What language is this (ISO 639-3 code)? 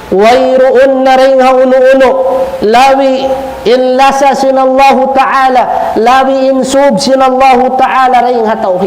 tsg